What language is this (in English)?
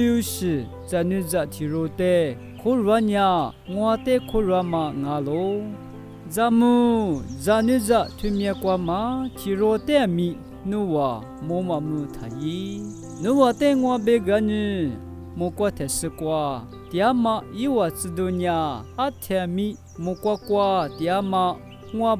Lisu